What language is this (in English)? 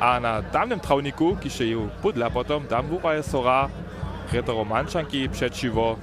Upper Sorbian